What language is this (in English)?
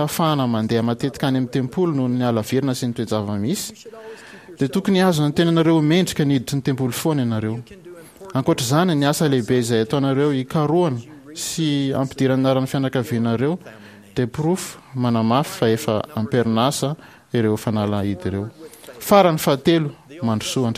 Malagasy